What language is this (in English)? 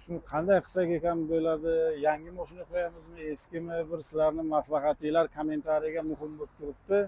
Uzbek